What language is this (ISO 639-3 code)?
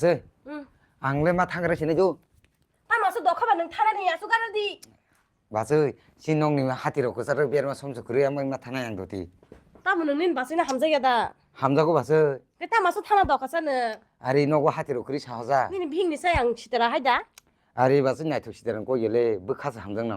trp